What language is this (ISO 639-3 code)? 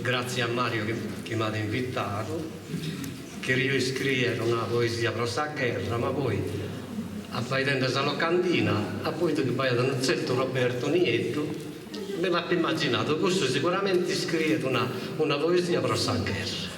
srd